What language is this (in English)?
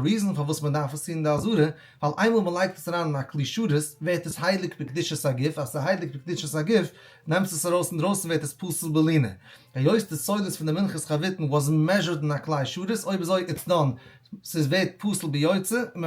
Yiddish